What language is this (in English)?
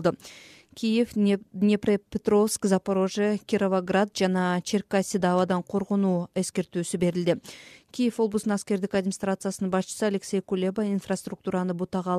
Kyrgyz